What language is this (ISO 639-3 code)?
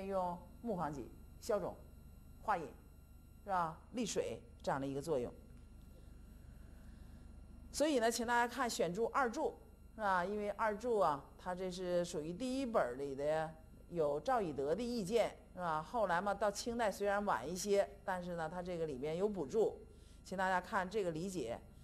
zho